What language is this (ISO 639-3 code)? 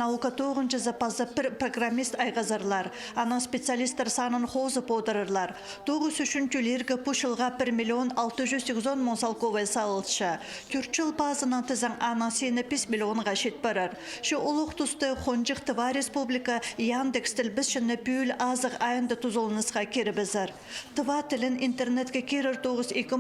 kjh